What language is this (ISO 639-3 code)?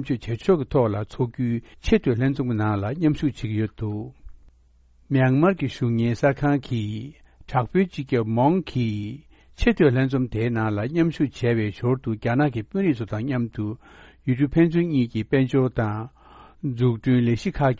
bod